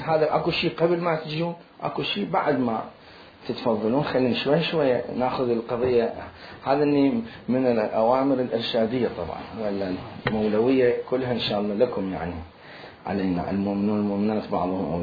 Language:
Mesopotamian Arabic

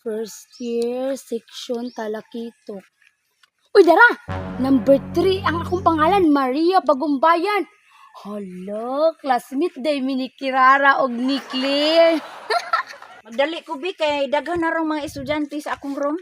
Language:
Cebuano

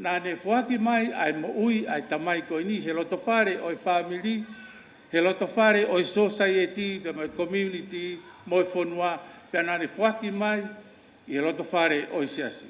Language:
Tongan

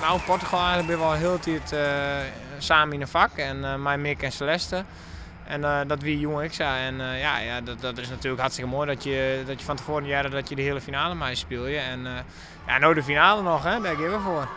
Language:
Western Frisian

